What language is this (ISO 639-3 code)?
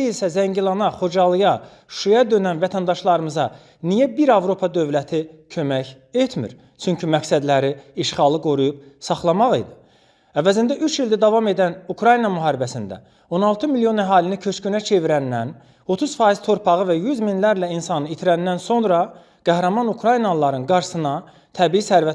aze